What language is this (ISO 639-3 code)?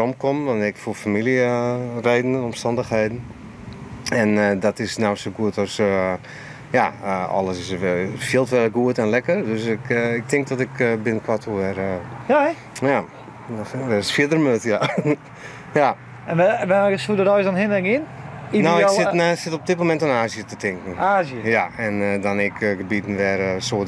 fry